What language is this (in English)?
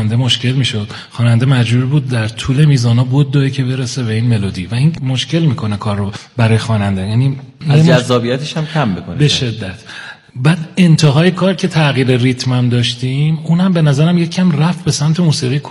Persian